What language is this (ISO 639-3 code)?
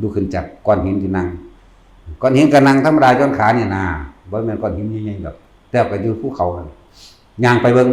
tts